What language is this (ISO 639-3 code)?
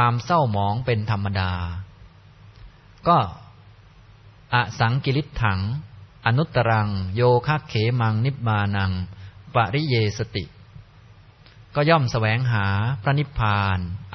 tha